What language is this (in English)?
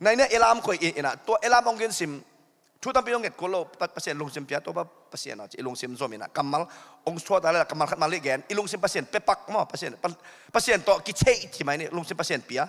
Tedim Chin